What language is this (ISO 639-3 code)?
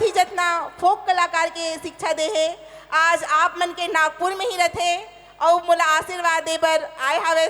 hne